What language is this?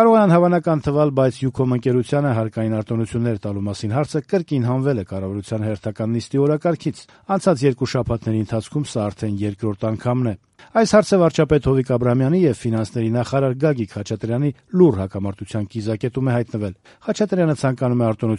Armenian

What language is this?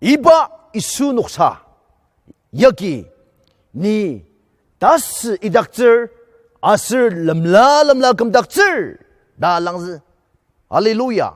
Ao Naga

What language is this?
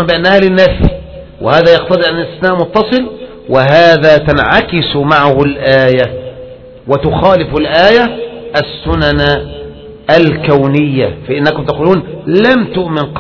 Arabic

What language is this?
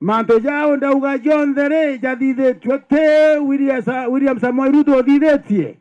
Meru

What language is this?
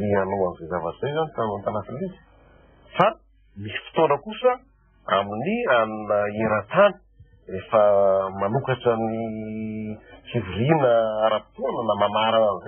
Malagasy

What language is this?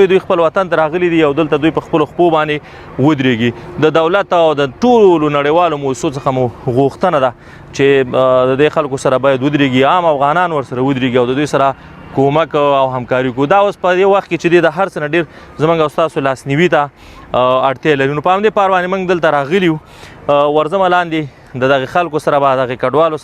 Pashto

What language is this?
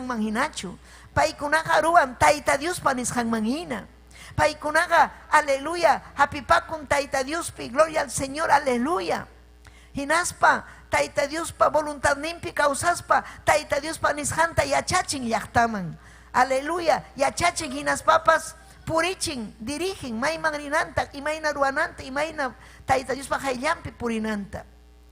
Ayacucho Quechua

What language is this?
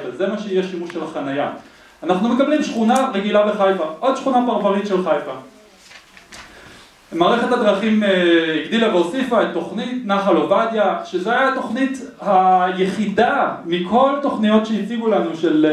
Hebrew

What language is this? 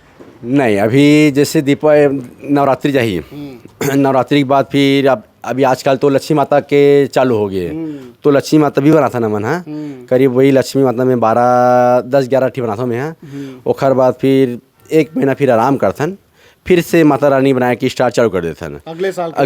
Chhattisgarhi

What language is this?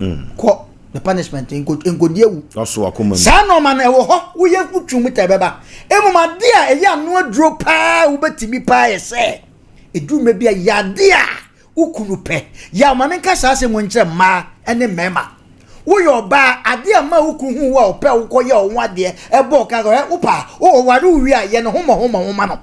Akan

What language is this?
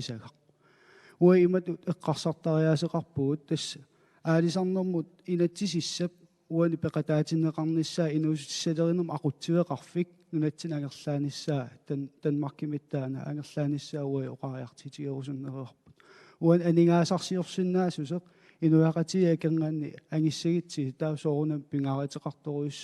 Kalaallisut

